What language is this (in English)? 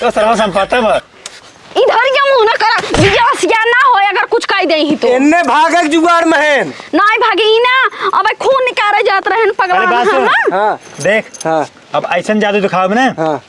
Awadhi